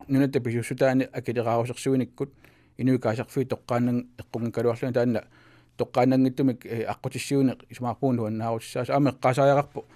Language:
Kalaallisut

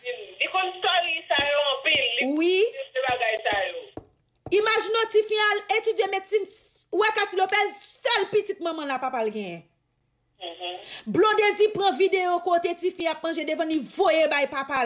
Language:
Haitian Creole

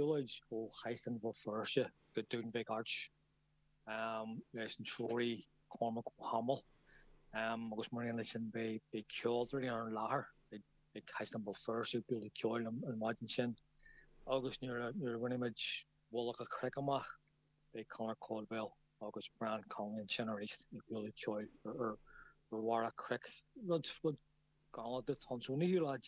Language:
Irish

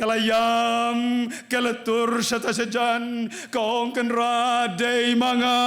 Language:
Khasi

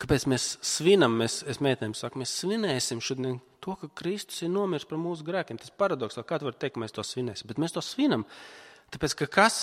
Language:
Latvian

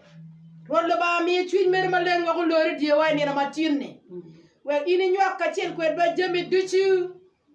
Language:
Acoli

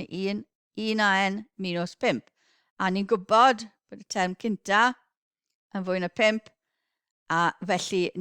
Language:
Welsh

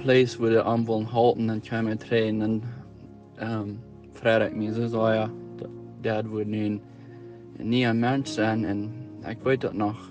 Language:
Plautdietsch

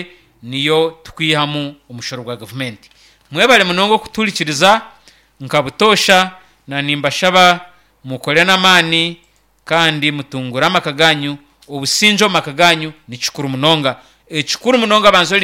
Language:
Nyankole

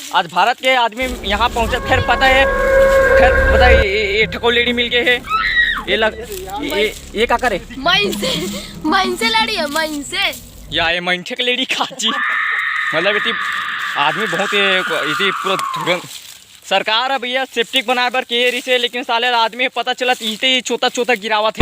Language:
Chhattisgarhi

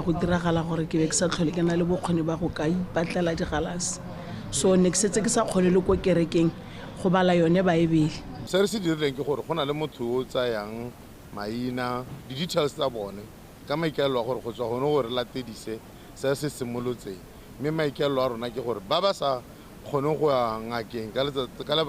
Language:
Tswana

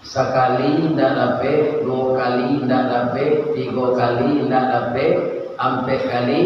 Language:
Minangkabau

